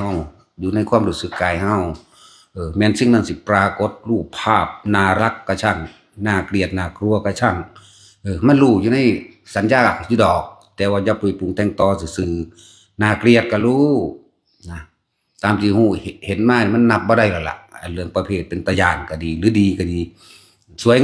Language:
Northeastern Thai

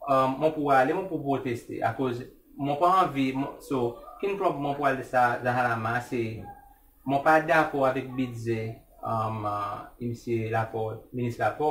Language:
Seselwa Creole French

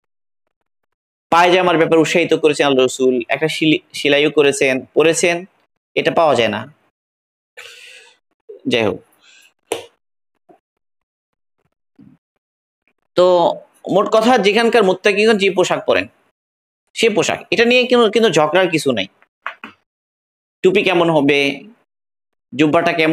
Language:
Bangla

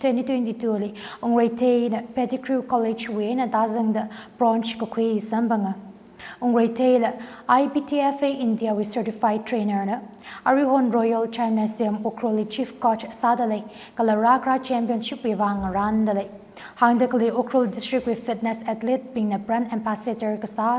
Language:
Tangkhul Naga (India)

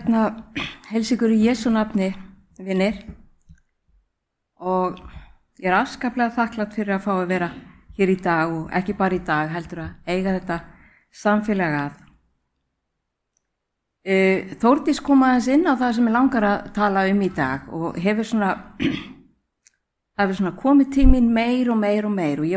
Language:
Icelandic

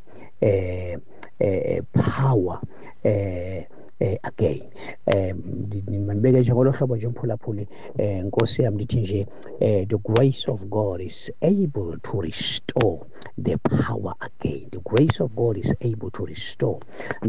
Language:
Xhosa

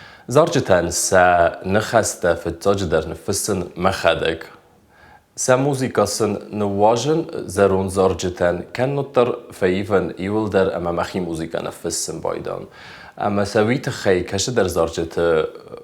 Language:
Ossetic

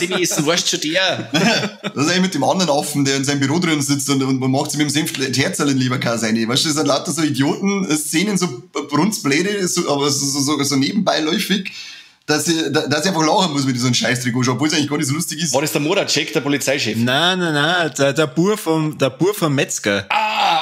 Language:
Bavarian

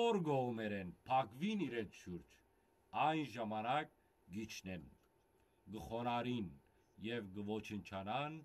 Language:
Western Armenian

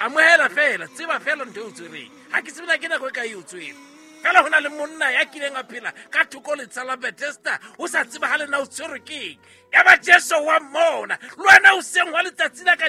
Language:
Southern Sotho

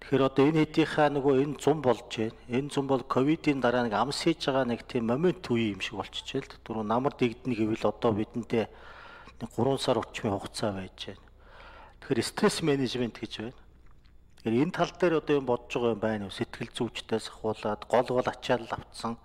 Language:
Mongolian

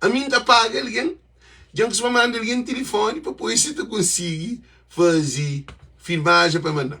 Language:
Kabuverdianu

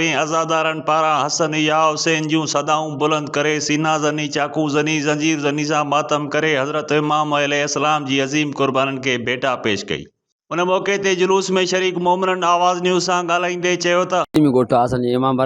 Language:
Sindhi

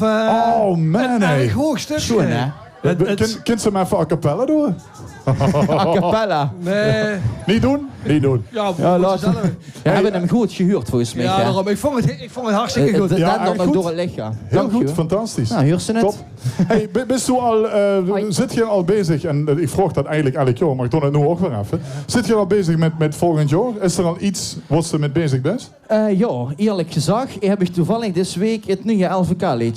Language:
Limburgish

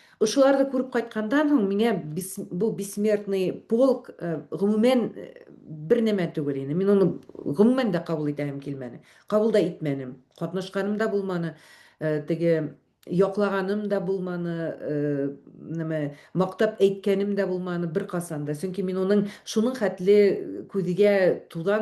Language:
Bashkir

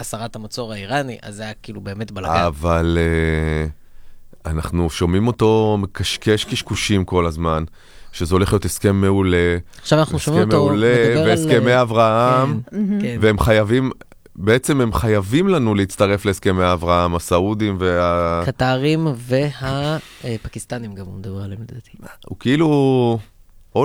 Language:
Hebrew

